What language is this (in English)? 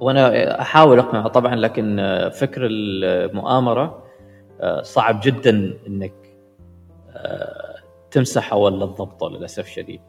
Gulf Arabic